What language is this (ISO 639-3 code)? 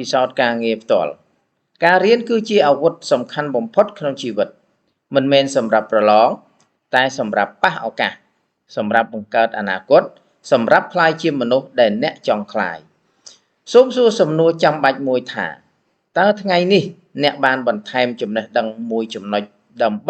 khm